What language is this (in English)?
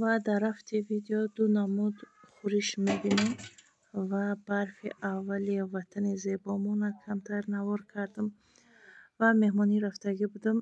Tajik